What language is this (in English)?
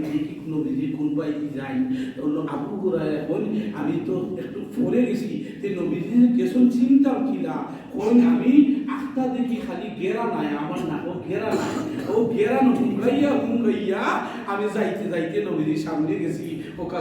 Sylheti